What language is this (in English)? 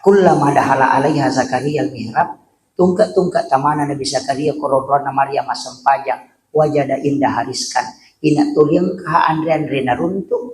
Buginese